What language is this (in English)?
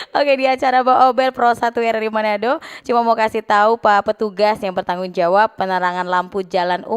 Manado Malay